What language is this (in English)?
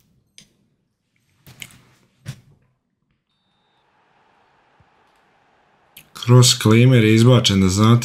Croatian